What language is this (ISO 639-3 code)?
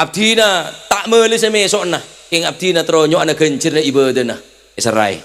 mad